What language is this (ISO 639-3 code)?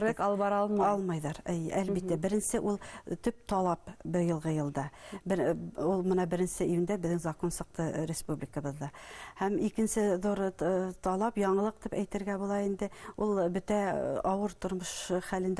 bak